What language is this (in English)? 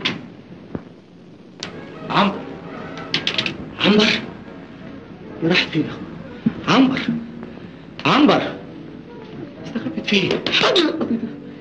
Egyptian Arabic